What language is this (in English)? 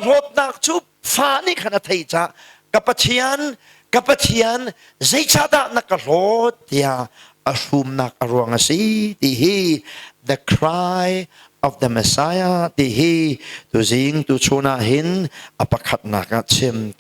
Hakha Chin